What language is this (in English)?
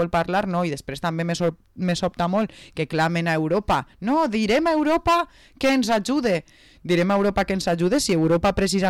Catalan